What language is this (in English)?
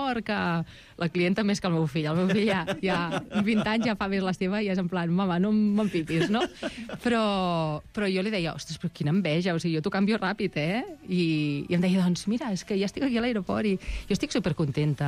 Catalan